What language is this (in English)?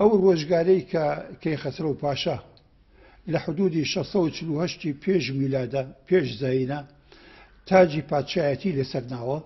Central Kurdish